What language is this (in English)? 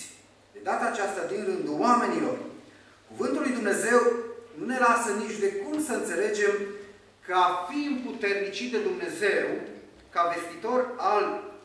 Romanian